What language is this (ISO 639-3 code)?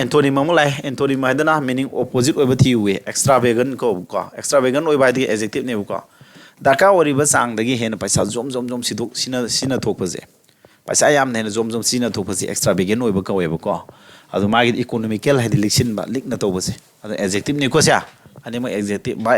mni